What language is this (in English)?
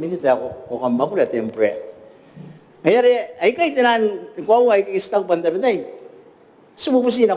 Gilbertese